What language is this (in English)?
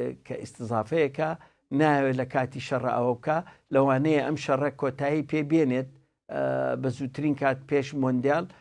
Central Kurdish